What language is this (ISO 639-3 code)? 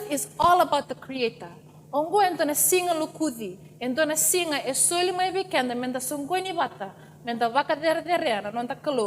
fij